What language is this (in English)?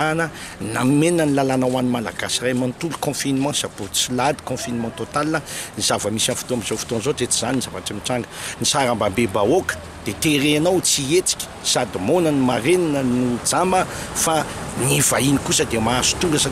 Malagasy